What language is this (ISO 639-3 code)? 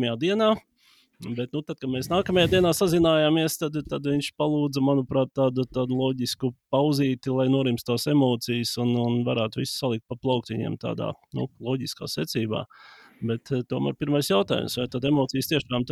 lav